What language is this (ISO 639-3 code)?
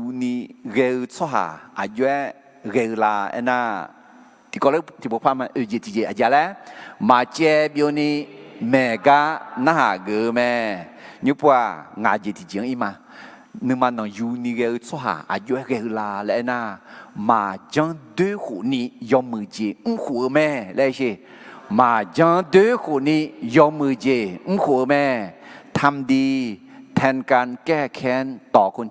ahk